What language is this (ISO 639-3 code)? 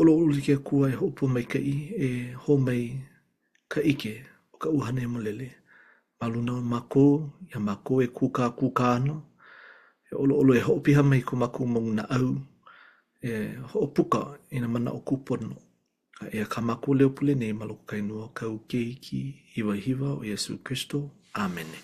haw